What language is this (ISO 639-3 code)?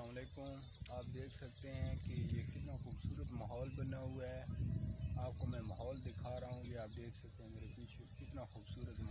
hin